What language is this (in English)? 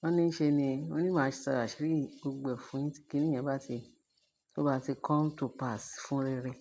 Yoruba